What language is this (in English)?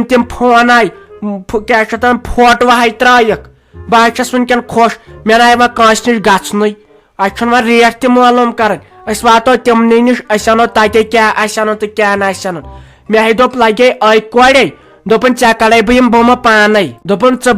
Kashmiri